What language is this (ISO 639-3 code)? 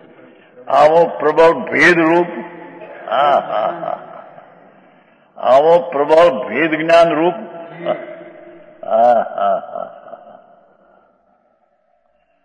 guj